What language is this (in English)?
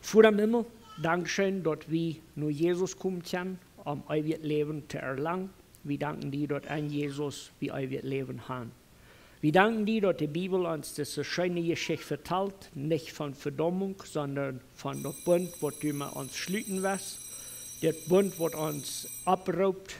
Plautdietsch